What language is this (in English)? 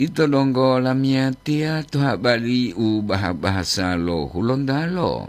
Gorontalo